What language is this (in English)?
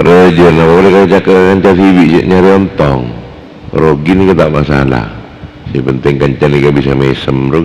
Madurese